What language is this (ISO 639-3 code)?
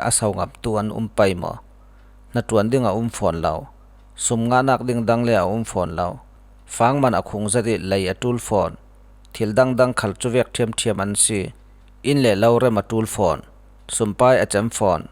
cfm